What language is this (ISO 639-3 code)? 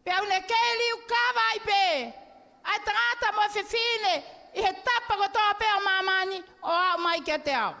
ton